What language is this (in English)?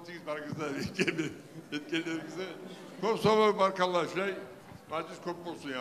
Kumyk